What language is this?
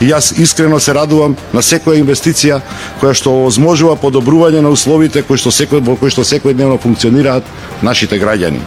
Macedonian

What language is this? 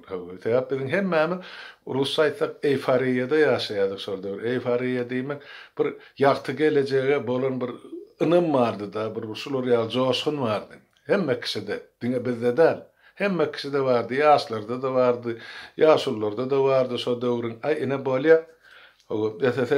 Turkmen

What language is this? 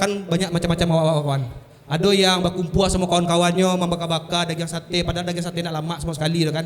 Minangkabau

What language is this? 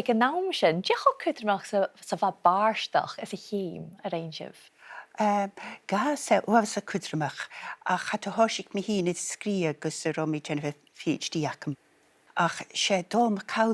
Scottish Gaelic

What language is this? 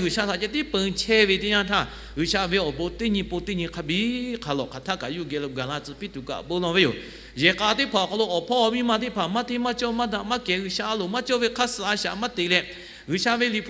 Lahu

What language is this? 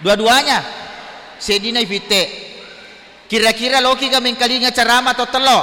Buginese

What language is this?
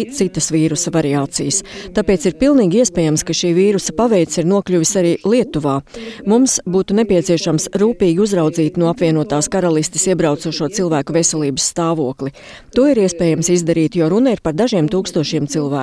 Latvian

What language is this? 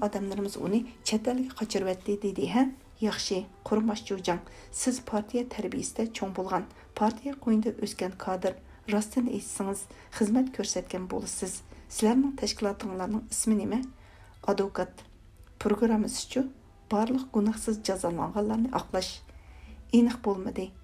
Uyghur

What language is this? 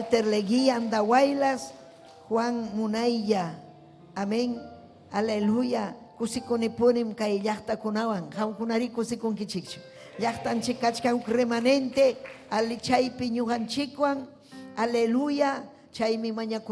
Ayacucho Quechua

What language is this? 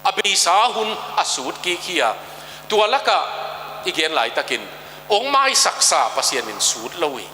Tedim Chin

